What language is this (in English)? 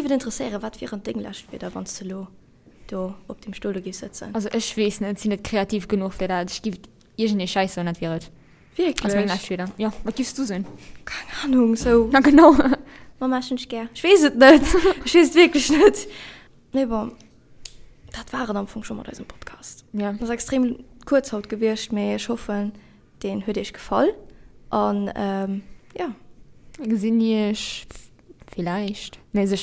Luxembourgish